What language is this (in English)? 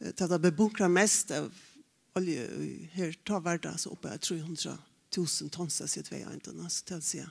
Faroese